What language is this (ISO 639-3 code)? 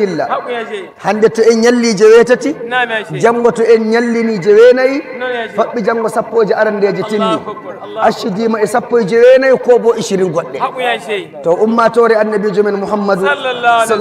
fuv